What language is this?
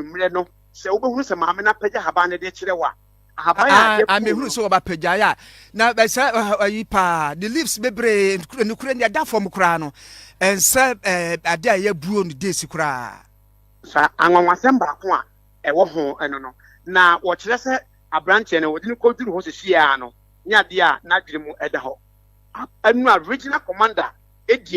Akan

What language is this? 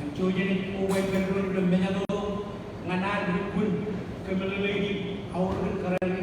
Marshallese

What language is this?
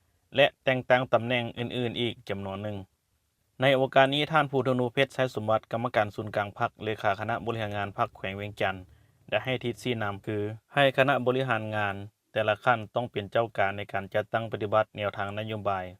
Lao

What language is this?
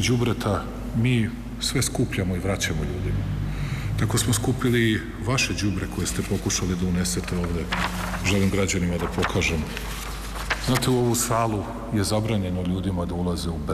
Serbian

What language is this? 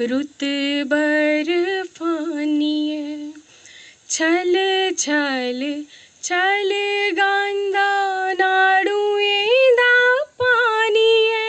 Dogri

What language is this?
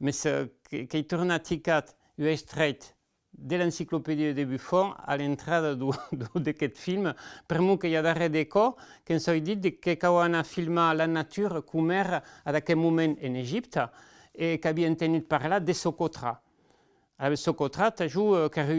Occitan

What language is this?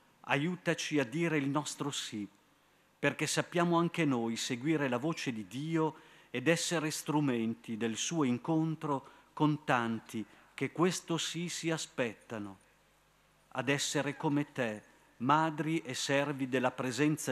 Italian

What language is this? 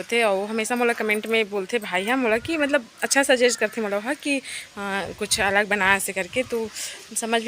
Chhattisgarhi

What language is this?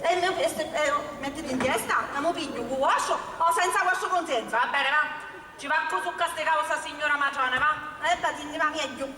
Sicilian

